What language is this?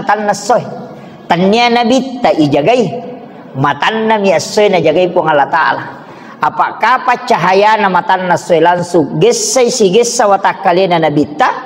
Buginese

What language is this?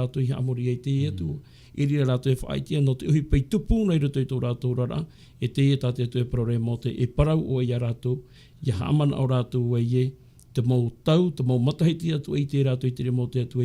Tahitian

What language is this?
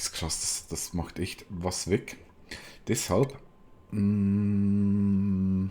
Swiss German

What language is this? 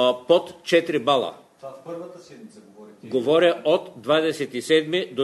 Bulgarian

